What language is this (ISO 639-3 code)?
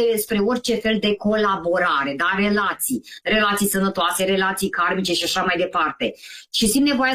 ron